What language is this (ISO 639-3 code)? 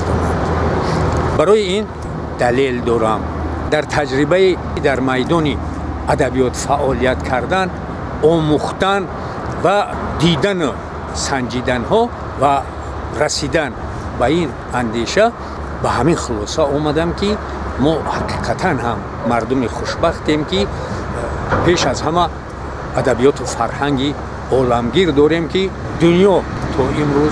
tgk